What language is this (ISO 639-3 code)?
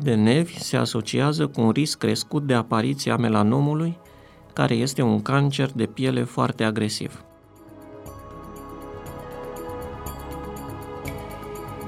ron